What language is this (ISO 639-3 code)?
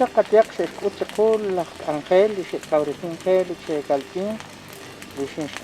kek